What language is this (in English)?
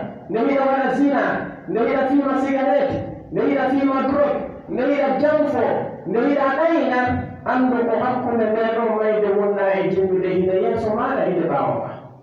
Pular